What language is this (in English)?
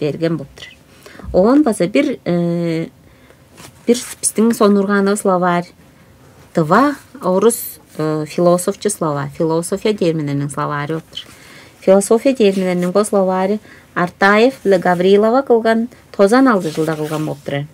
Tuvinian